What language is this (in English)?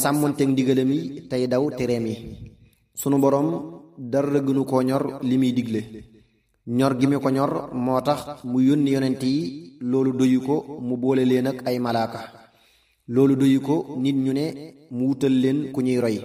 Wolof